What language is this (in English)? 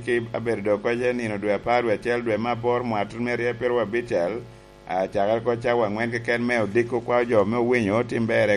Lango (Uganda)